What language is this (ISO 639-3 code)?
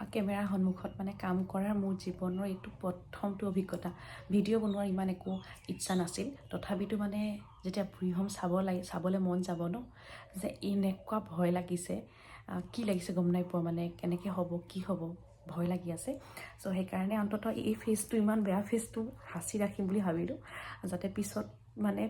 asm